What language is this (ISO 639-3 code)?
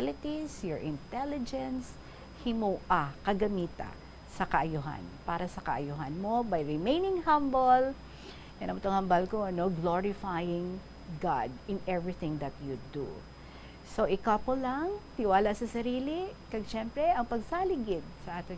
hil